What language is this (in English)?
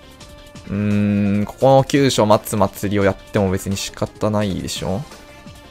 Japanese